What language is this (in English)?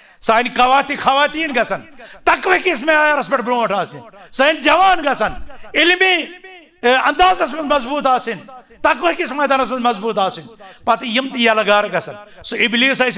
Kashmiri